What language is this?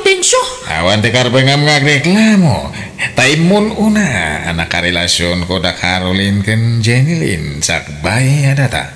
Iloko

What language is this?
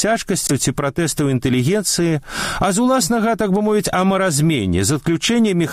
Belarusian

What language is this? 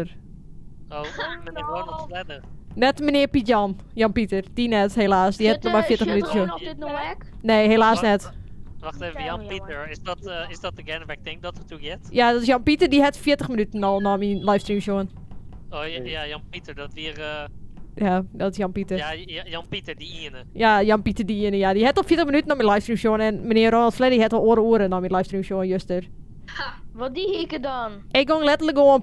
Western Frisian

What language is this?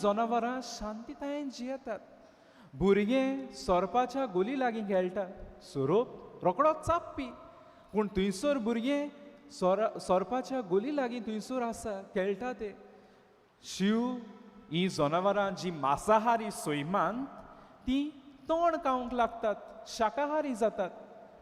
Konkani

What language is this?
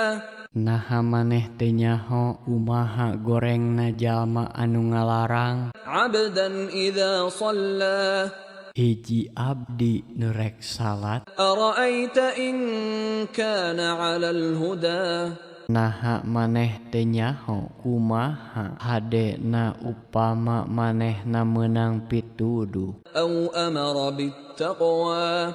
Sundanese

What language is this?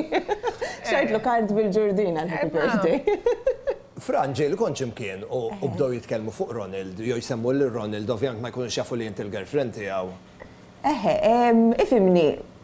Maltese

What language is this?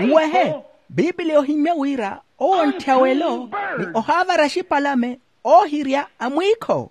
Makhuwa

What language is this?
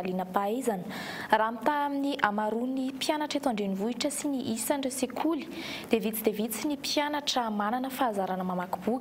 Malagasy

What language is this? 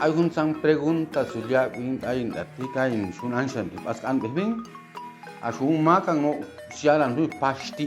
Chuj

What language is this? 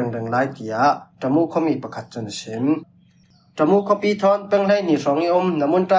Falam Chin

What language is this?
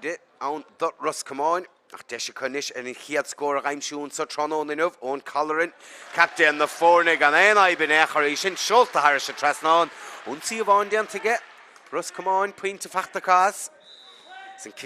Irish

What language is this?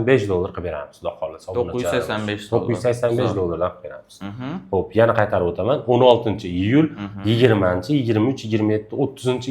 Uzbek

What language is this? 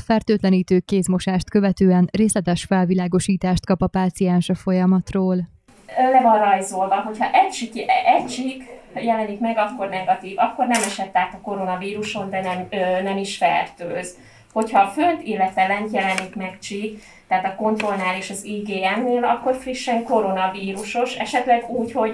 Hungarian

